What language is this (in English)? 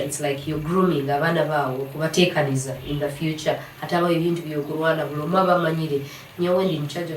Nyoro